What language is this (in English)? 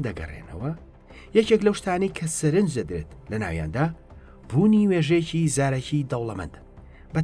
Central Kurdish